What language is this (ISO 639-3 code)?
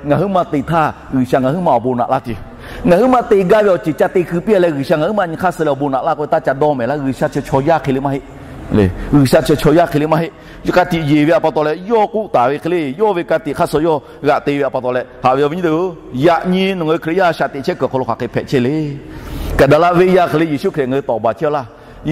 lhu